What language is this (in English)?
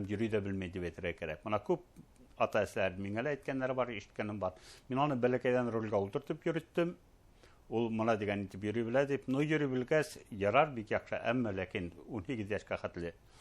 Bashkir